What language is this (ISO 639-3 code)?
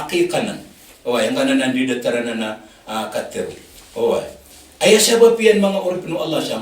mrw